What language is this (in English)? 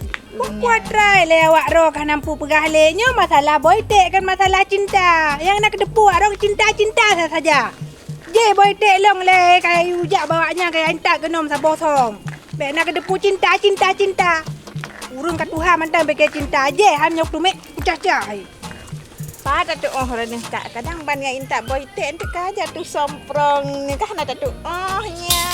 Achinese